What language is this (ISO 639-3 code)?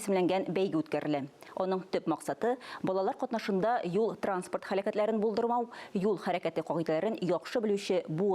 tat